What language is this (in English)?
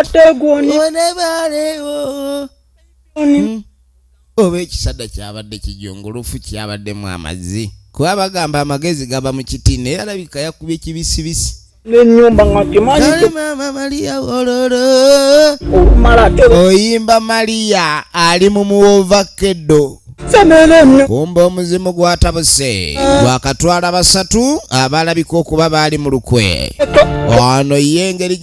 Ganda